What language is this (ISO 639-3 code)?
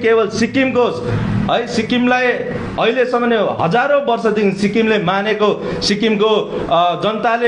nep